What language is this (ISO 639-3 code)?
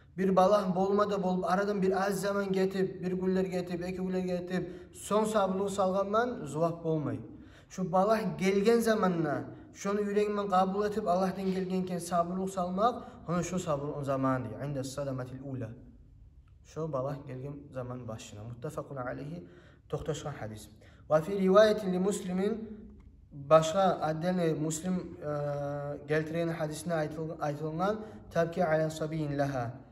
kum